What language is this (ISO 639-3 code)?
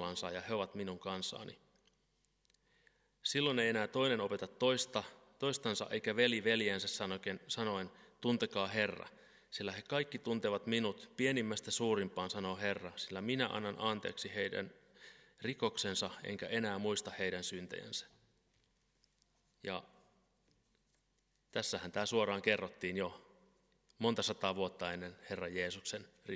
fin